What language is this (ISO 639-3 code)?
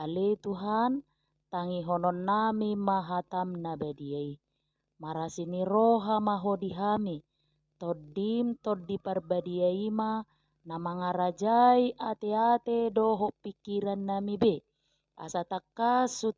bbc